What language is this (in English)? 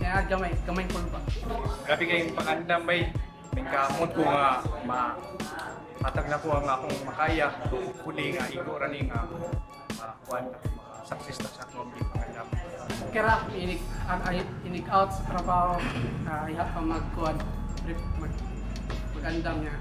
Cebuano